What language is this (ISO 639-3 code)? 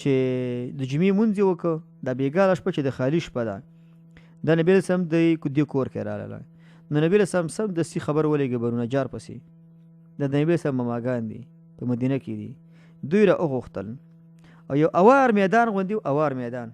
pus